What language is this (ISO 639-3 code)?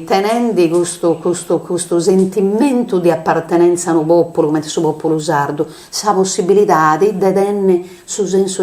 srd